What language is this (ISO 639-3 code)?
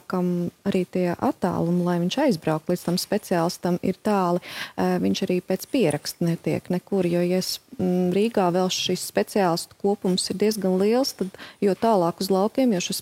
lav